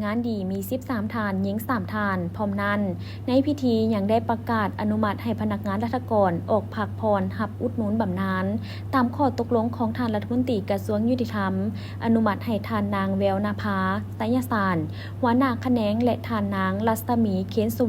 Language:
Lao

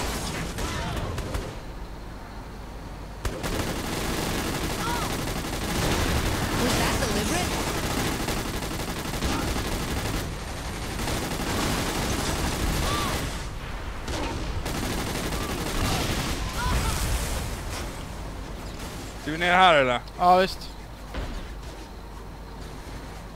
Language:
Swedish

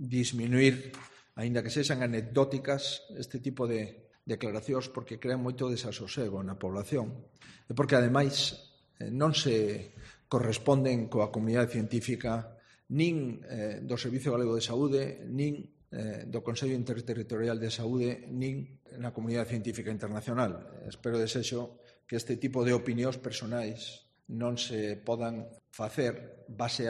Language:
Galician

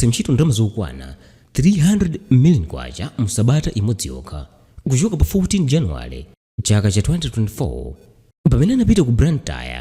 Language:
Nyanja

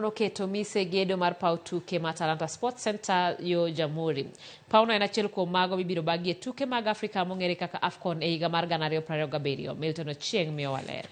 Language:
Luo (Kenya and Tanzania)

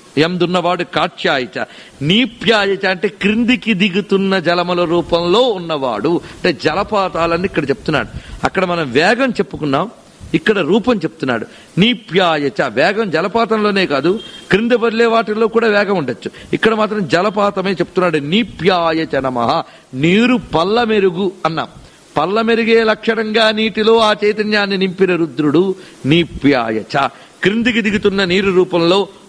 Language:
Telugu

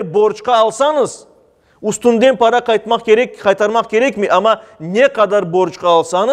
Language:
Crimean Tatar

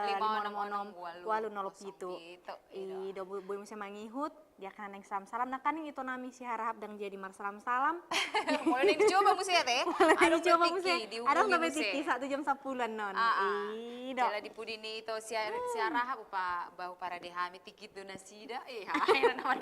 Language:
Batak Toba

